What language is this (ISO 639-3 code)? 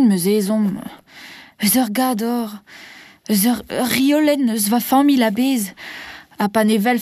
bre